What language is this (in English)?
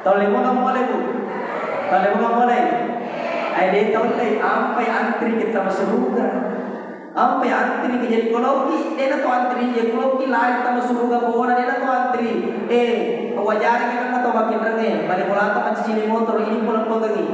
Buginese